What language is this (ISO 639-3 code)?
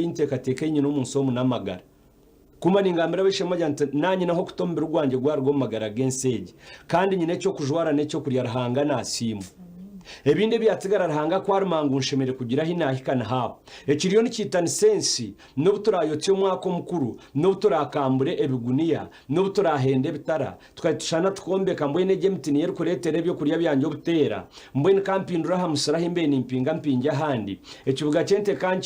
nyn